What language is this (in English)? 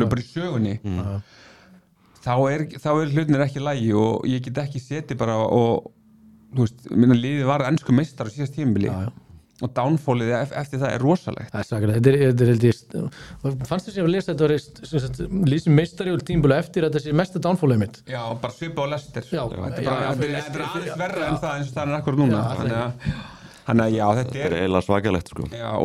Icelandic